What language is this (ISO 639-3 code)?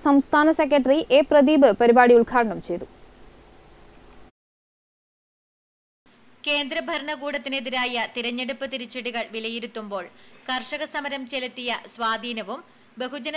mal